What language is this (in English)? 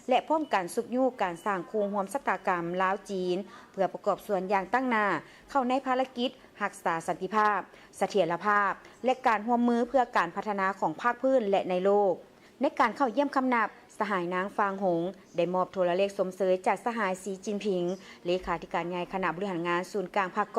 Lao